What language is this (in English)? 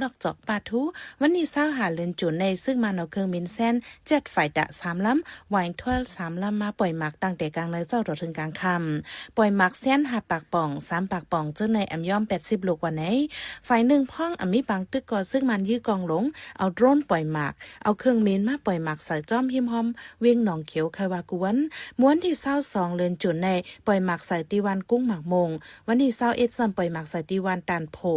Shan